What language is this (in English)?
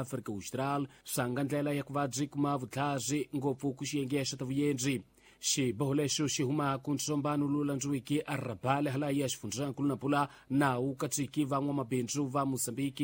Tsonga